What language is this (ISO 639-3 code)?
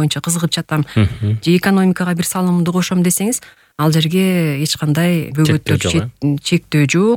kir